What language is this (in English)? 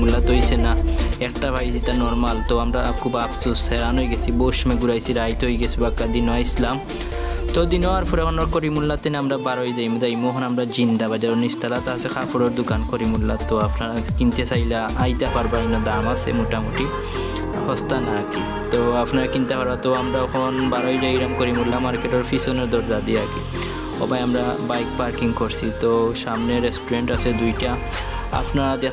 Sylheti